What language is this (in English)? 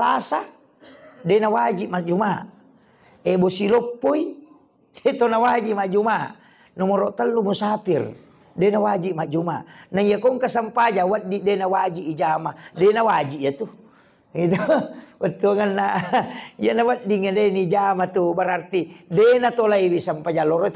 Buginese